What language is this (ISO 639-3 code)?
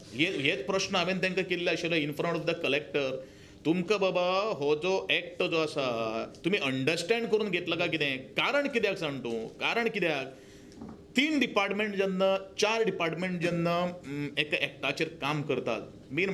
kok